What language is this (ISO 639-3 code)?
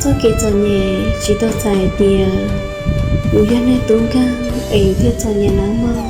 hmn